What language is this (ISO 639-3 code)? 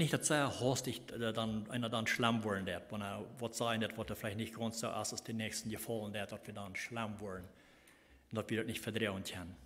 pdt